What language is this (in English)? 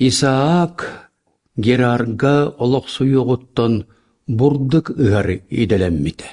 Yakut